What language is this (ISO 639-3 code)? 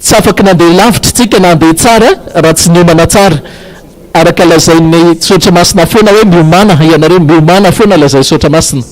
mlg